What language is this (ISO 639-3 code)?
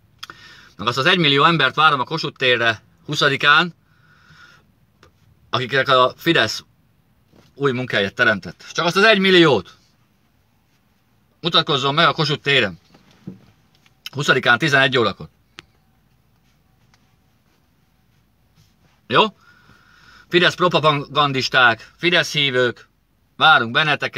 hun